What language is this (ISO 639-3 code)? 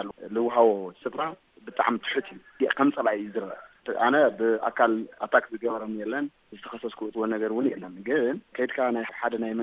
tir